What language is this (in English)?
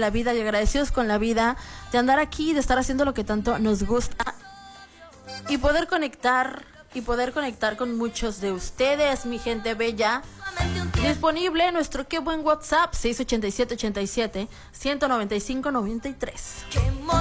Spanish